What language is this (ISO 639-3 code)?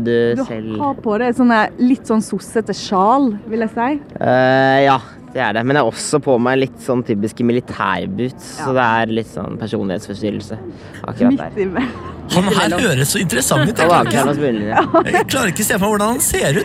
nor